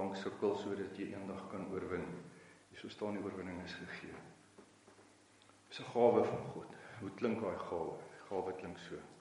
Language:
Afrikaans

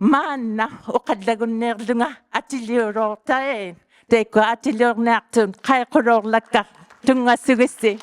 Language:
Inuktitut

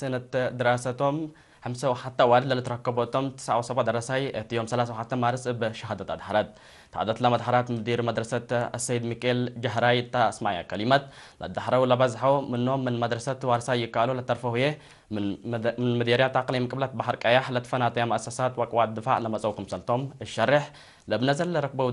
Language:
Tigre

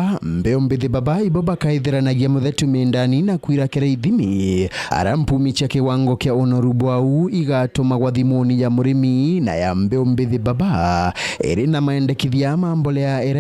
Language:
Meru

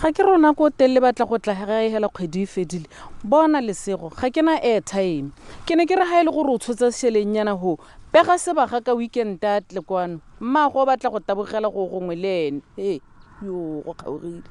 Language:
Tswana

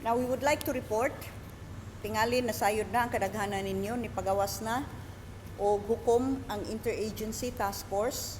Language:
Cebuano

